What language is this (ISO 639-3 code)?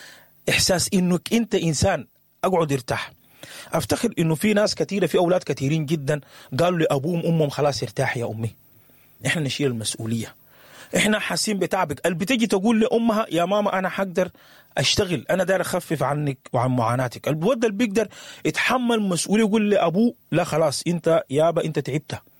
apd